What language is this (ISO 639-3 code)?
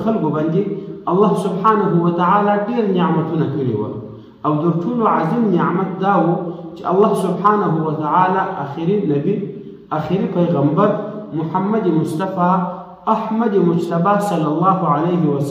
pus